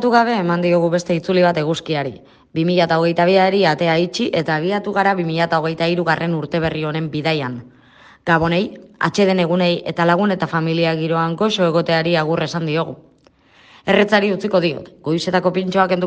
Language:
Basque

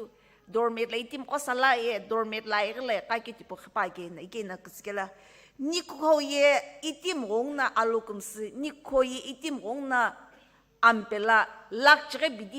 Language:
Sumi Naga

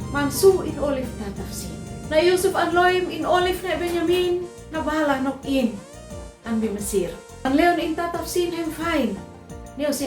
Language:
Uab Meto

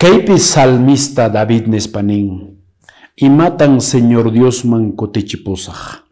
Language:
Quechua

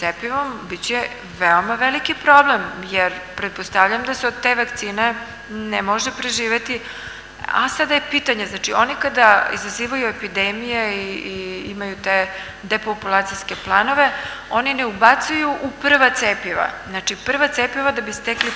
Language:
Serbian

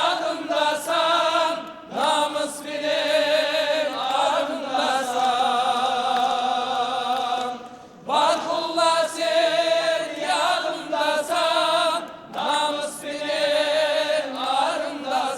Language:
Kara-Kalpak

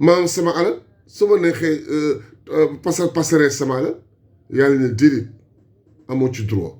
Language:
Wolof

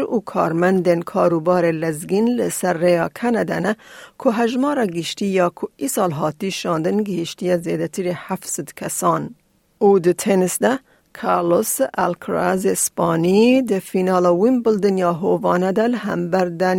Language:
Kurdish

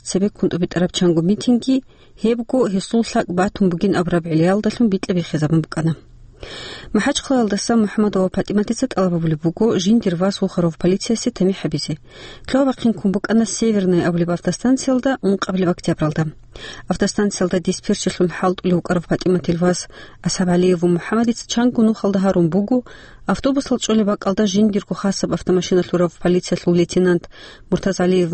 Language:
Avaric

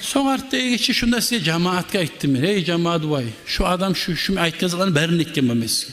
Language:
Kumyk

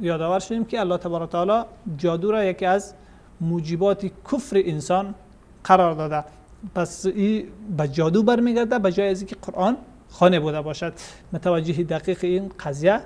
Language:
Persian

